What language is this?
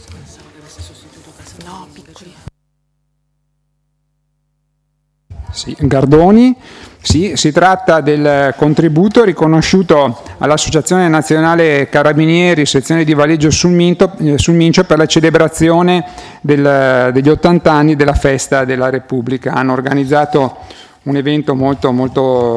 Italian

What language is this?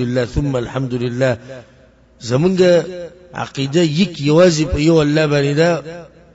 Pashto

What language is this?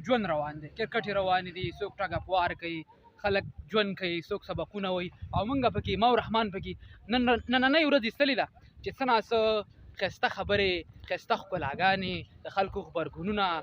Pashto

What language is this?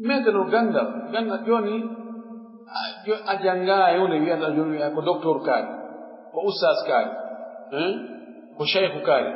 Pular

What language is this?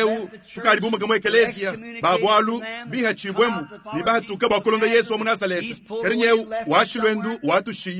Luba-Lulua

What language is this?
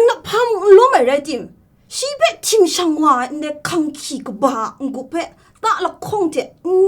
Kachin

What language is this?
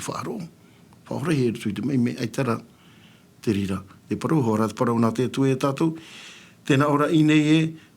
Tahitian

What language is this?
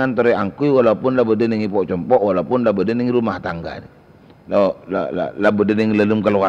Madurese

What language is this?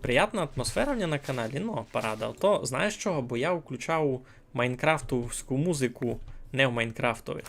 Rusyn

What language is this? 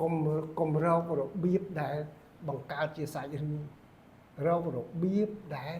Khmer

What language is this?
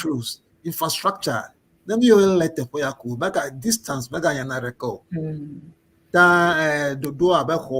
Ewe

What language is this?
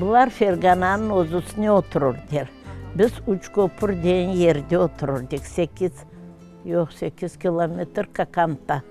Crimean Tatar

